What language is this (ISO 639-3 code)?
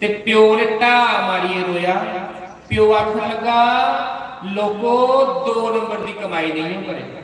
doi